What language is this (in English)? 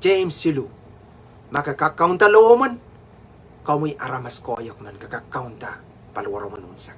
Pohnpeian